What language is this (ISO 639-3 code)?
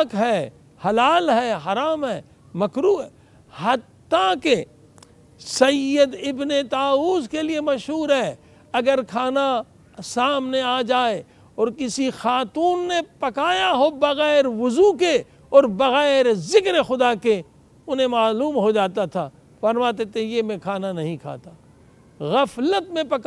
urd